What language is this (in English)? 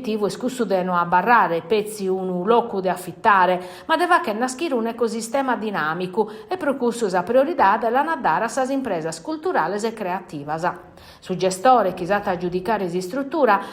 Sardinian